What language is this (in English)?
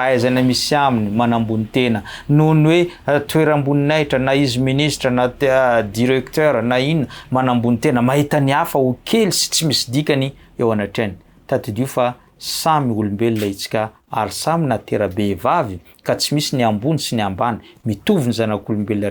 Malagasy